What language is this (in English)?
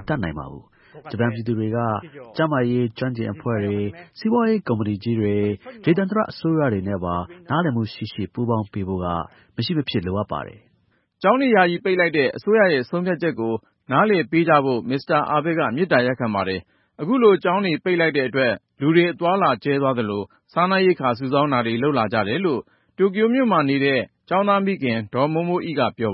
Burmese